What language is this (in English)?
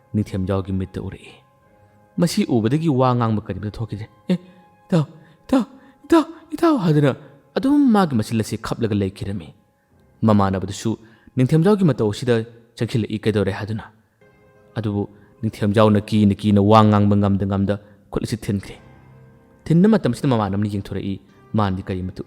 Manipuri